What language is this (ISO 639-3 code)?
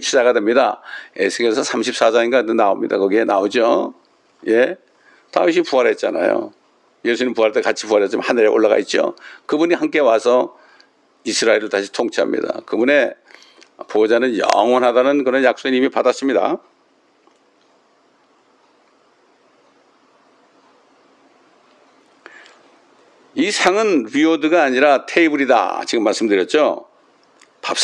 kor